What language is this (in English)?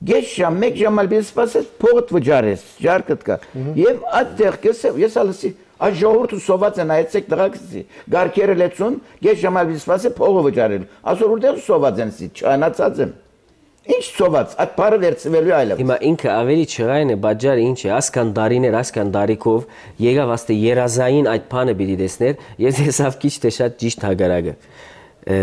Armenian